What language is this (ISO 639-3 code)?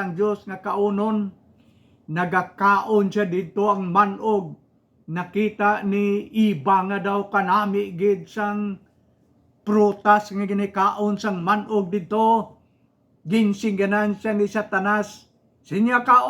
hil